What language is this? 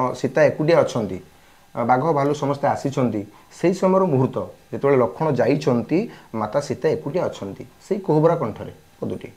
Odia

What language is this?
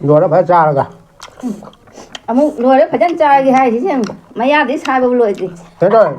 Manipuri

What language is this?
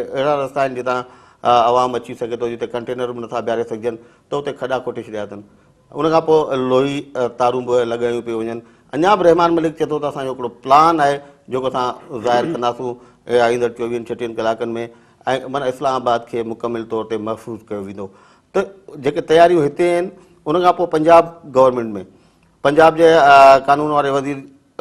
Sindhi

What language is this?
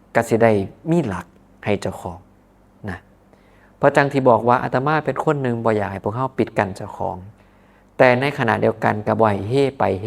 Northeastern Thai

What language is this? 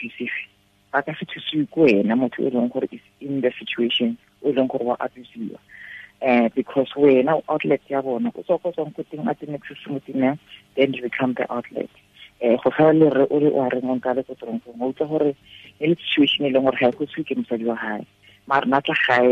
Tswana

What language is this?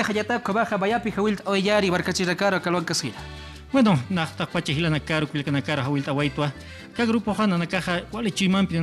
Aymara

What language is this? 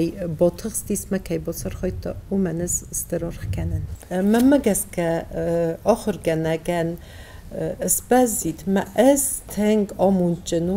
Ossetic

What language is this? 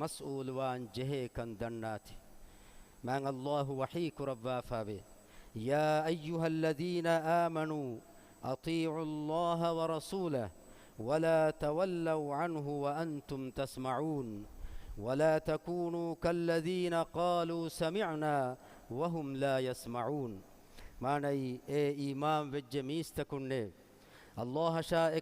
Divehi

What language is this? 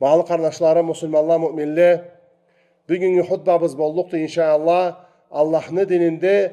Karachay-Balkar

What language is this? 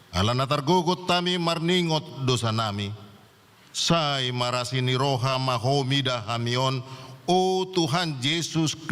Batak Toba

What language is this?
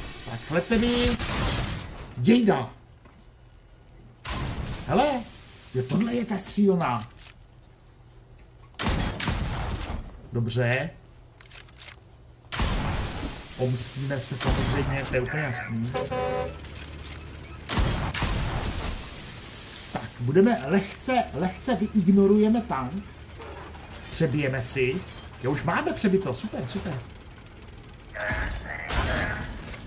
Czech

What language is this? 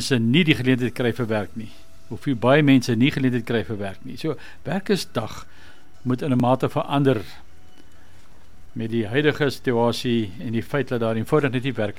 Afrikaans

